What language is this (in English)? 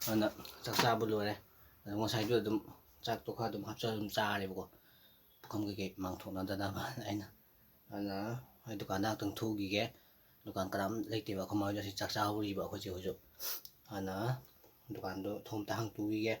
Manipuri